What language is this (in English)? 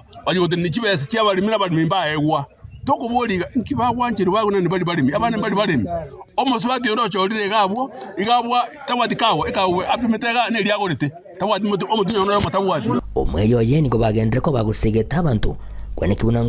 Gusii